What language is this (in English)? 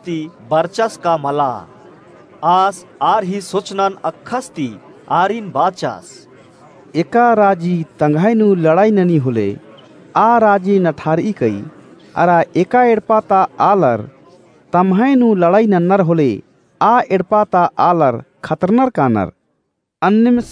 Kurukh